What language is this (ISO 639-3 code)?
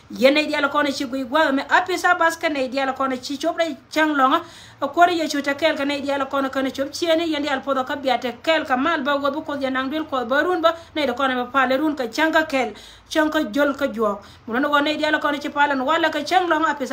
nus